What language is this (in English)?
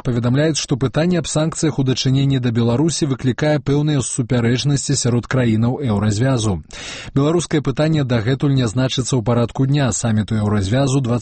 Belarusian